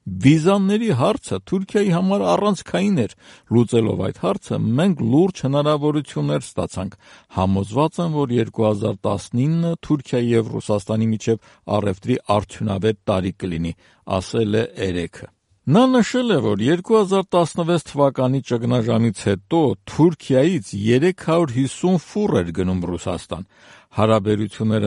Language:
Armenian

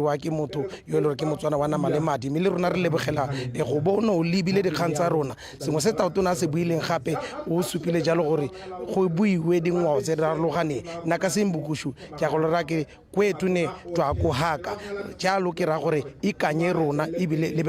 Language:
Tswana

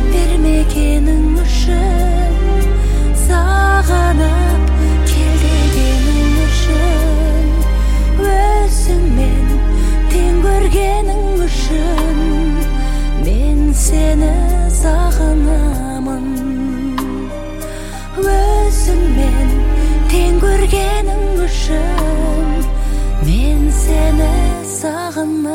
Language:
Kazakh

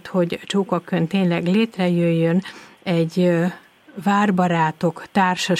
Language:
Hungarian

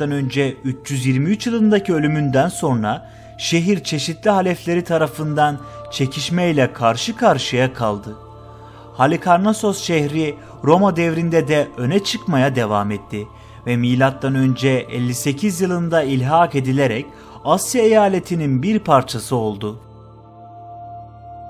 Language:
Turkish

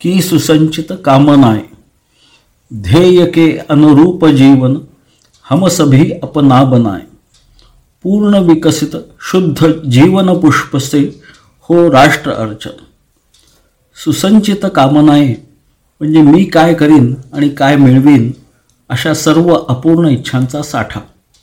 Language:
Marathi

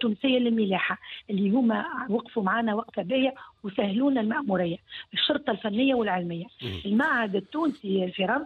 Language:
Tunisian Arabic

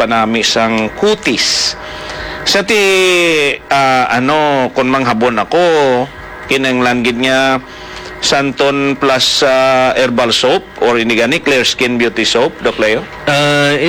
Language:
Hiligaynon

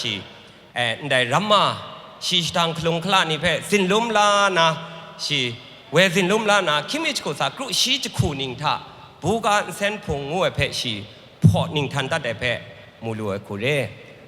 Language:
Kachin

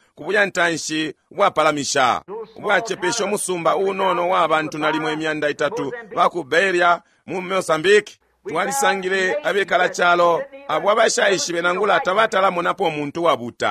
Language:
Bemba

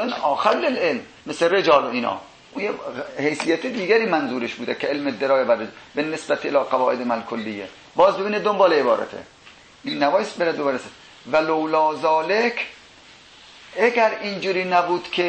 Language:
Persian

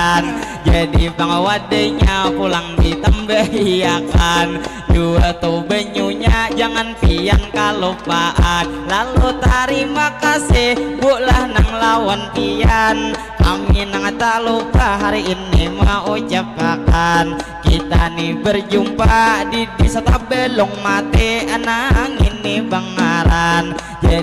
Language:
Banjar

